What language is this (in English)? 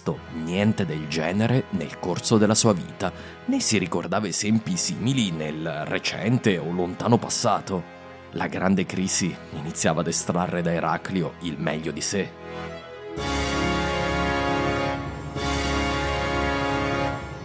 Italian